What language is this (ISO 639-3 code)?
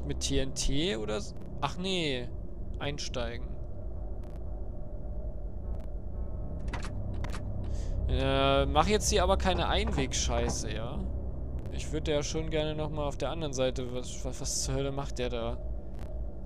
deu